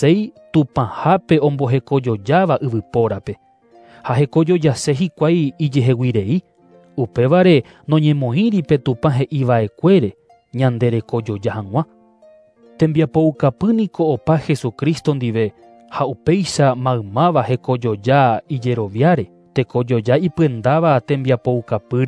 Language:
Guarani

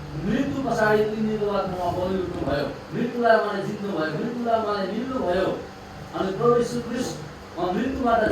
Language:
Nepali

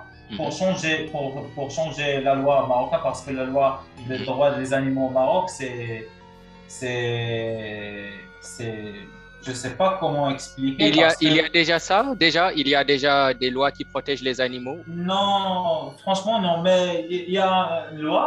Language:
French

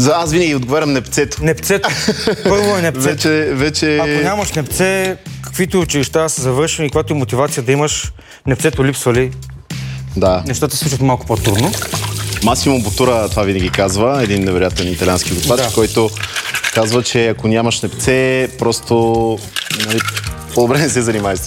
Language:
Bulgarian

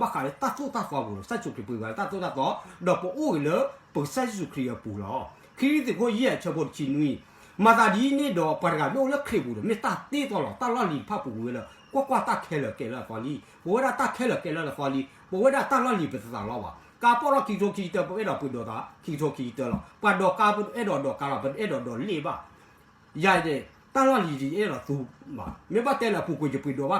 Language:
S'gaw Karen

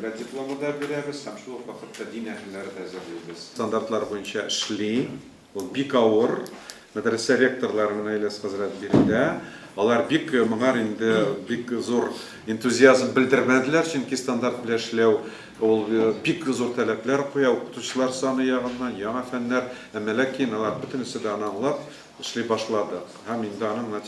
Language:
Tatar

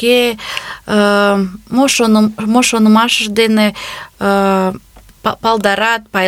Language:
Mari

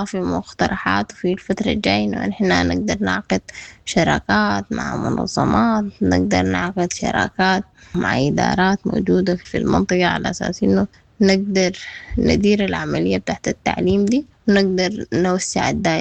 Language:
Sudanese Arabic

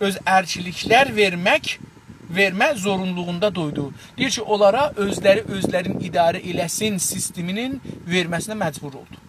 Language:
South Azerbaijani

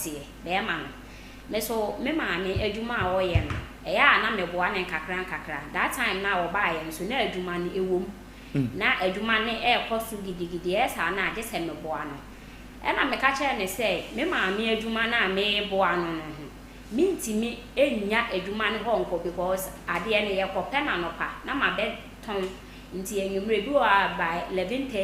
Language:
Akan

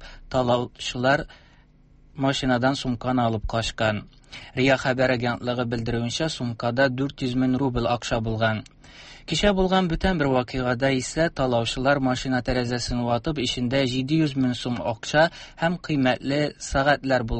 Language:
Tatar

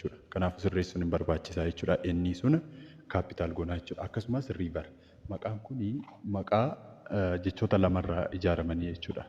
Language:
Oromo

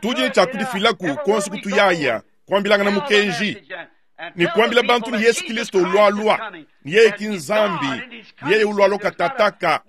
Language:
Luba-Lulua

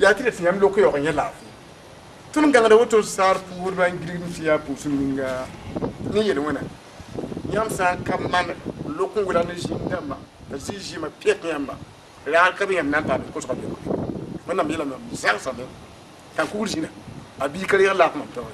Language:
Mossi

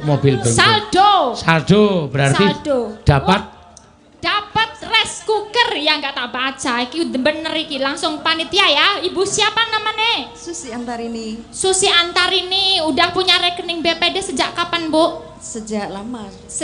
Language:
Javanese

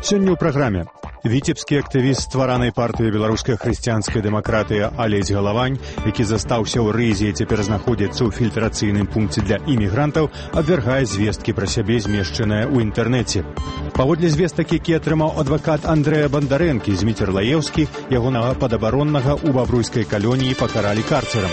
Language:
Belarusian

